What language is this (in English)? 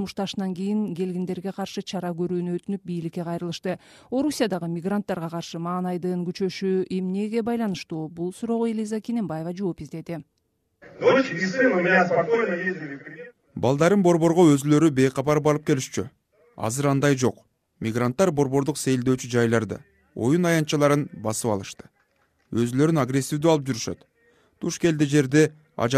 Kyrgyz